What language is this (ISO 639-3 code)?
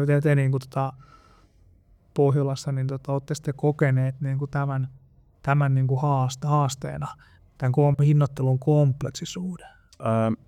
fin